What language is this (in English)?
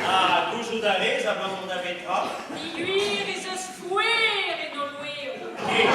Breton